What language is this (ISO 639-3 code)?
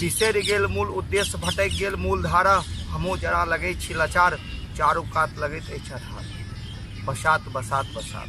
mai